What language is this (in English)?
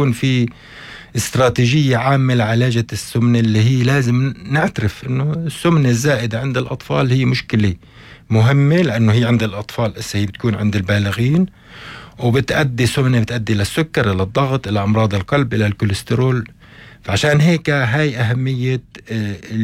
North Levantine Arabic